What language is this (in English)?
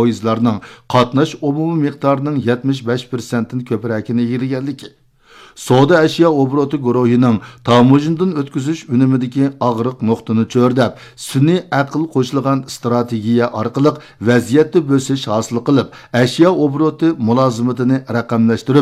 Uyghur